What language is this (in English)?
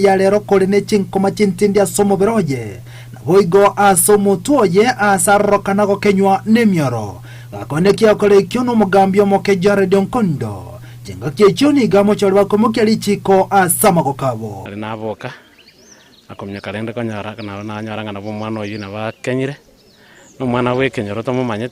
Gusii